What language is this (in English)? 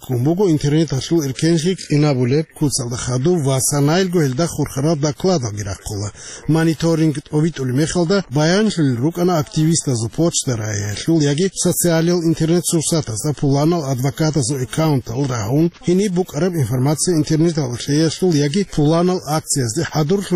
Avaric